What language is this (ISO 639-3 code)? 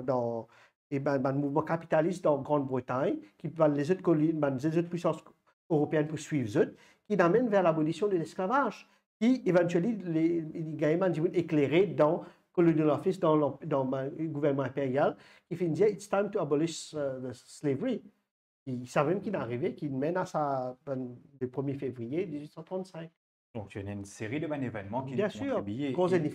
mfe